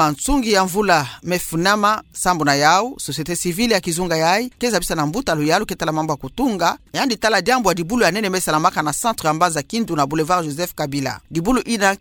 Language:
Kituba (Democratic Republic of Congo)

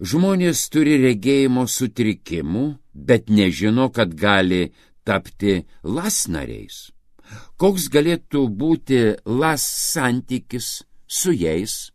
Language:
Lithuanian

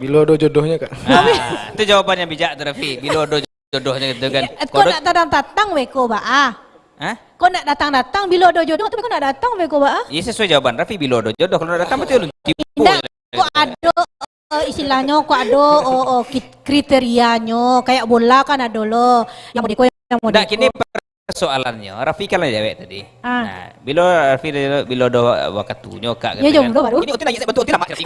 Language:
Minangkabau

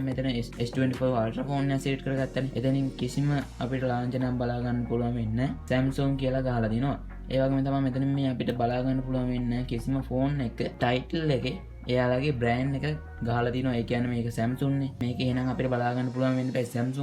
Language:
Sinhala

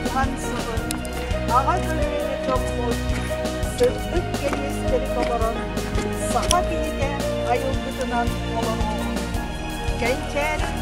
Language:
Yakut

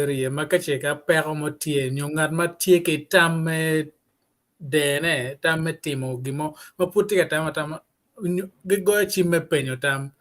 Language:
Acoli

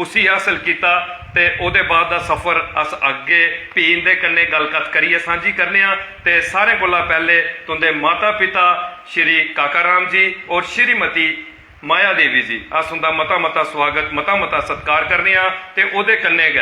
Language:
Dogri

